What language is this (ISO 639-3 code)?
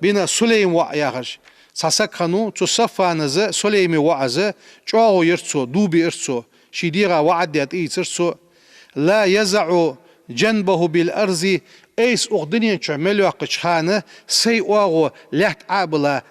inh